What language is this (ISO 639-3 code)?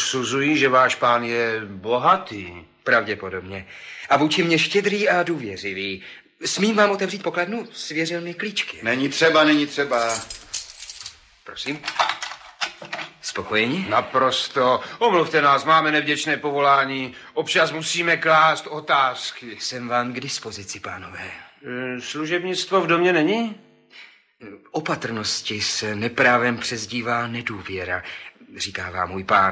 ces